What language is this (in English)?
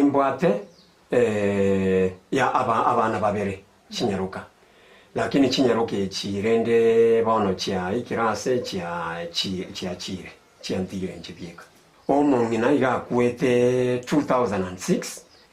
Gusii